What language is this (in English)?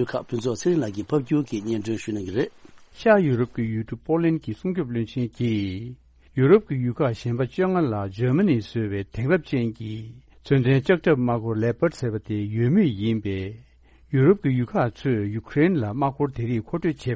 Tibetan